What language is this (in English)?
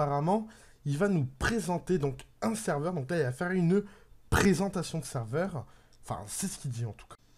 French